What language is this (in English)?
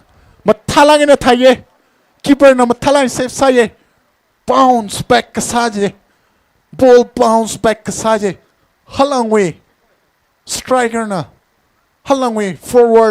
Tangkhul Naga (India)